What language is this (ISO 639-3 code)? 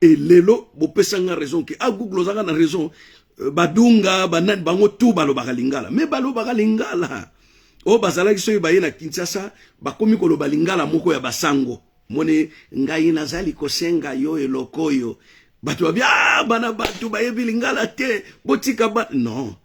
lin